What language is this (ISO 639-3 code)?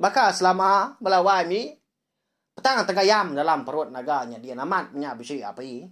iba